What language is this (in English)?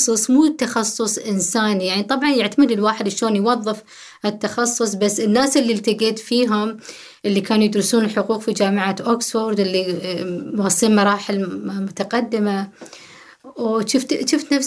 Gulf Arabic